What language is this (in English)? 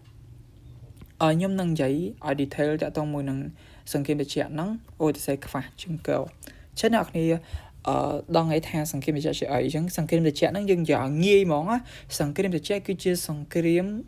Khmer